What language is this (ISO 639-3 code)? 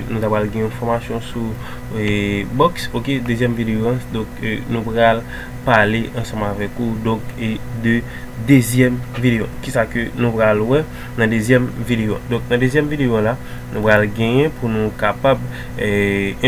hat